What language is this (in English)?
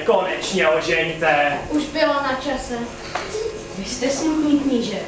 Czech